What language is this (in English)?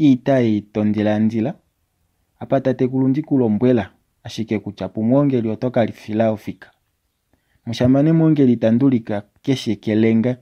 Kuanyama